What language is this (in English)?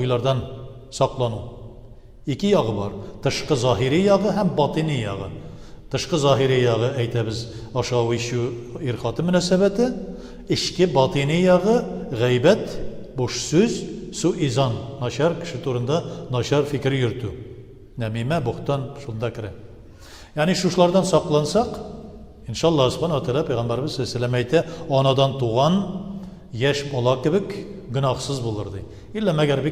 Tatar